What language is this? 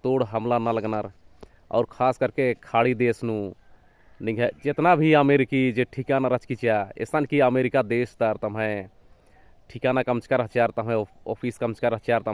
Kurukh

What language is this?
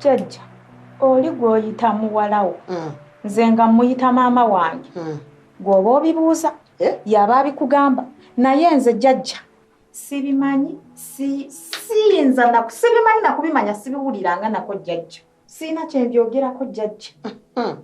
Ganda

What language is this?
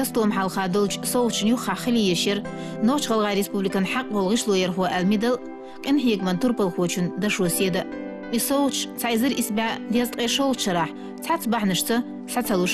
Chechen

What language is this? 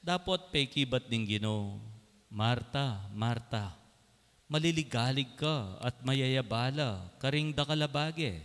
Pampanga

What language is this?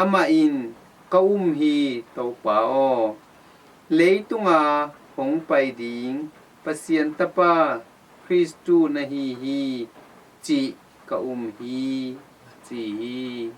Tedim Chin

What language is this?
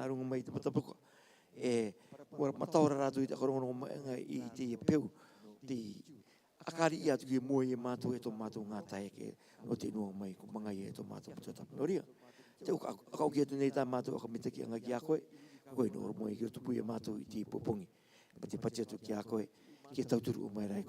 Rarotongan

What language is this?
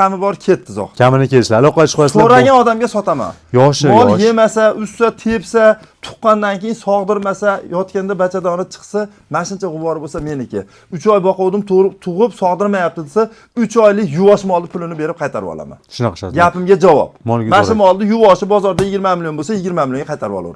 Uzbek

